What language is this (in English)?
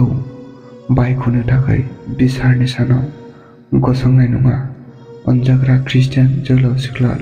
Bodo